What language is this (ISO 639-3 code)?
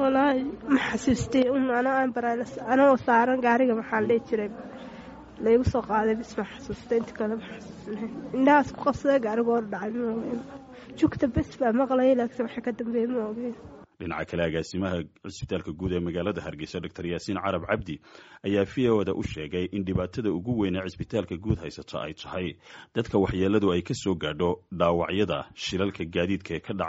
som